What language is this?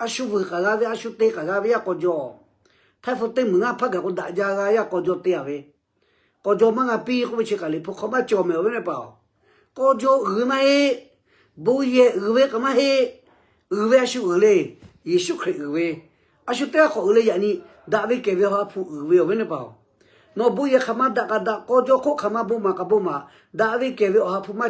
Lahu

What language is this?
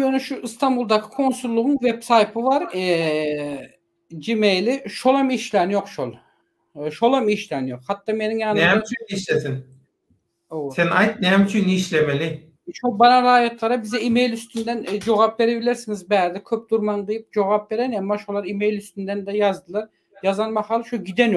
Turkmen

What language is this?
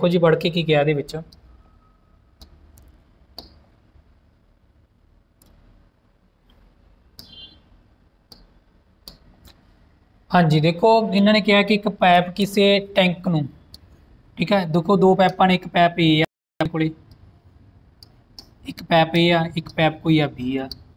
Punjabi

